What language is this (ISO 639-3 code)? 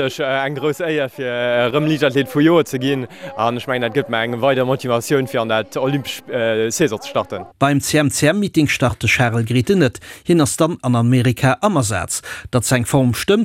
ltz